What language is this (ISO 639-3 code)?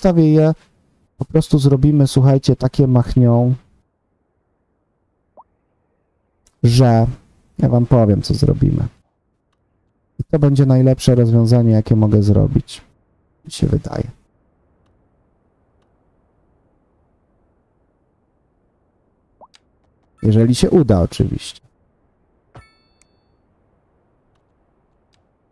pol